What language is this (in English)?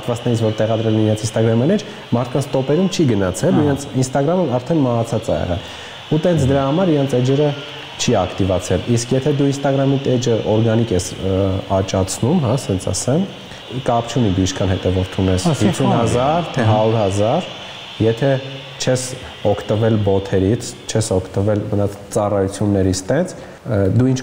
Armenian